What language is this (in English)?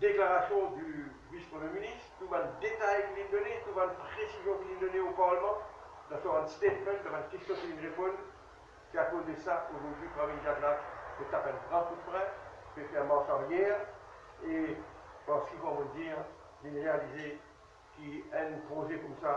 Morisyen